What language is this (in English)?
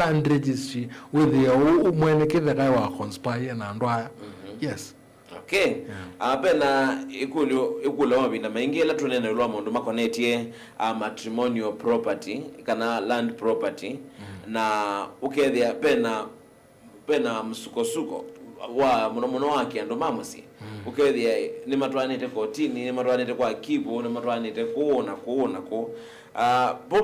Kamba